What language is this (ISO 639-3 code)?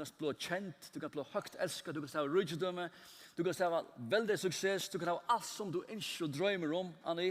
fao